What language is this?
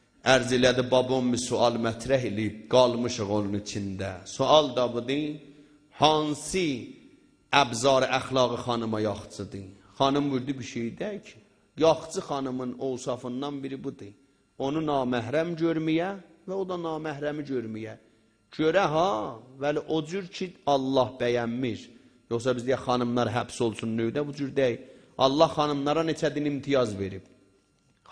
South Azerbaijani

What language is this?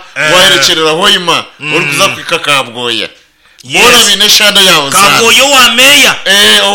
Nyankole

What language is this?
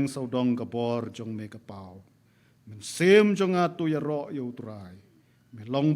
Khasi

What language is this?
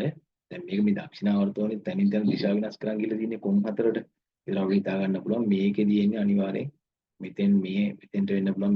Sinhala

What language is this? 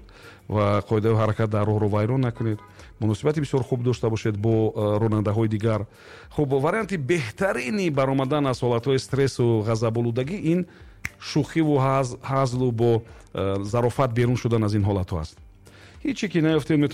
Tajik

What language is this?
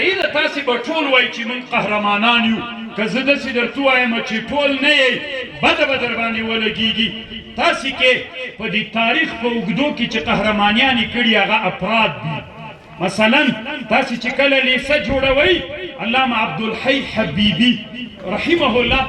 Pashto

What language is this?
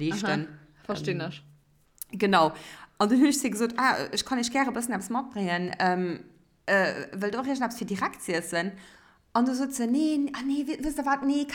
Luxembourgish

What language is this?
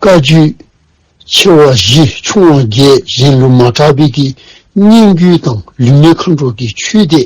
Dzongkha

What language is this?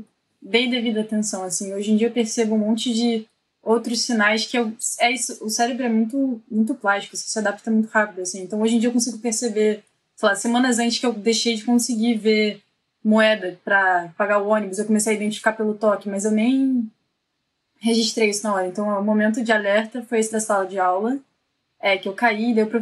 Portuguese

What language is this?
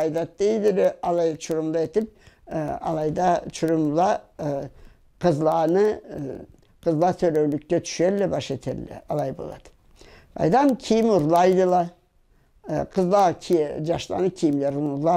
Karachay-Balkar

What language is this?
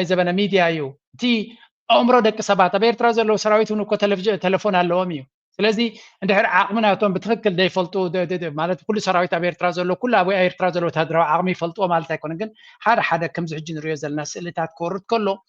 Tigrinya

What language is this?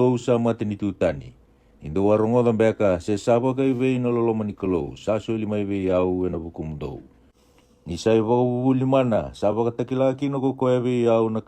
Fijian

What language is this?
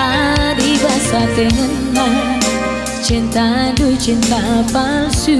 Batak Karo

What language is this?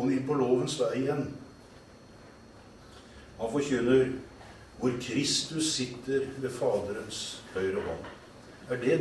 Norwegian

